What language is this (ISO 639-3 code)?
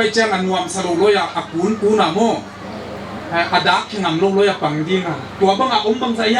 pck